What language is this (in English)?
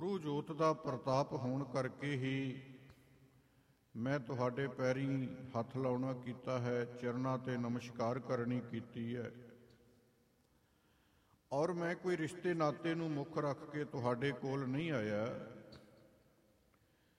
Punjabi